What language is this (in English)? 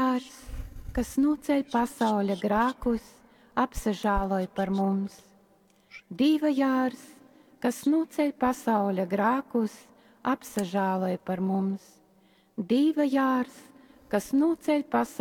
Latgalian